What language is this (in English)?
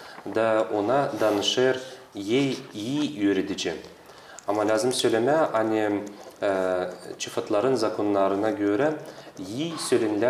Gagauz